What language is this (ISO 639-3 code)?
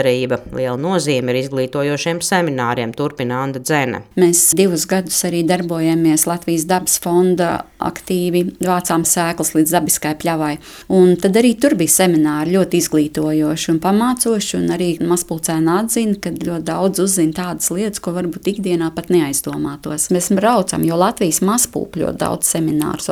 lav